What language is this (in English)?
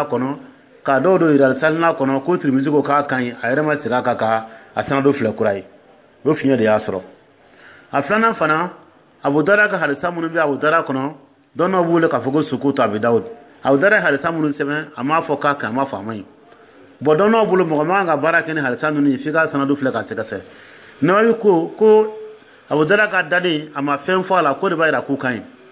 Dyula